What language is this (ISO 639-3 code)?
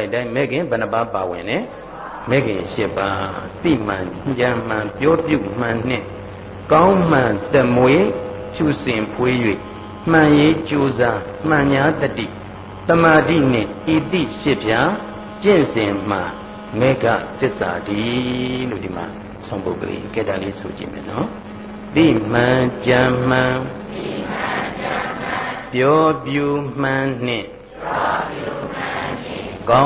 mya